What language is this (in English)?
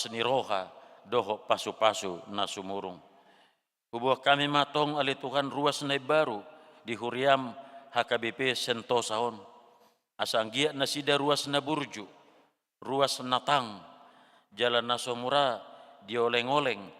Batak Toba